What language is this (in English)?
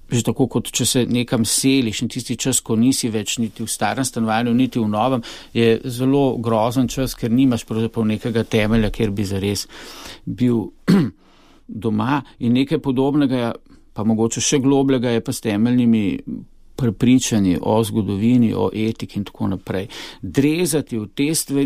Slovenian